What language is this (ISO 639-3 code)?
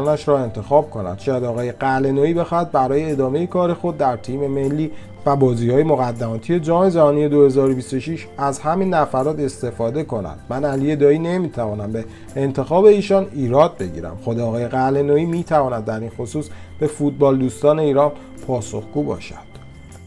fas